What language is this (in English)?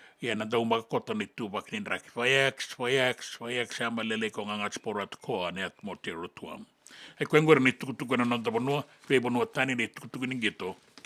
Fijian